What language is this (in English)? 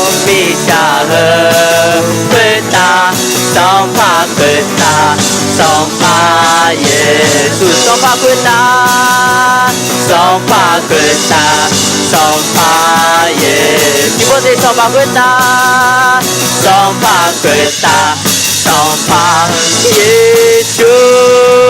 Akha